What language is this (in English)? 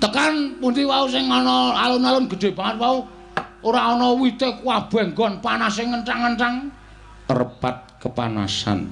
Javanese